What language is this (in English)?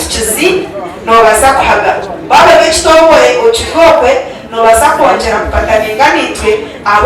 Nyankole